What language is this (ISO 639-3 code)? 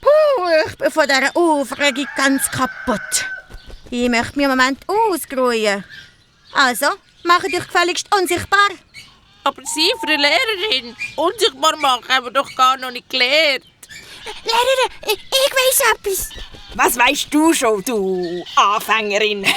gsw